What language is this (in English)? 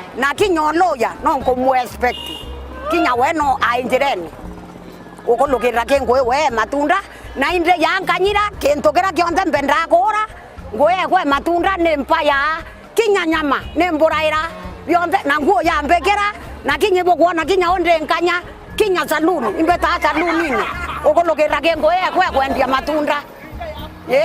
Meru